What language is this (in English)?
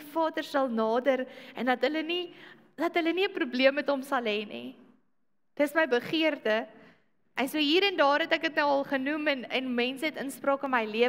Afrikaans